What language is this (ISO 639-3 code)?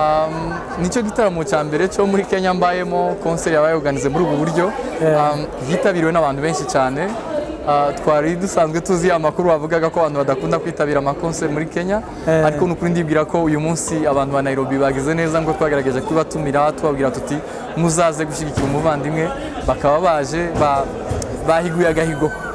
kin